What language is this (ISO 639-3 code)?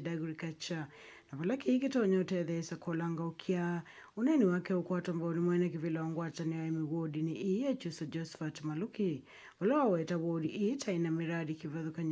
kam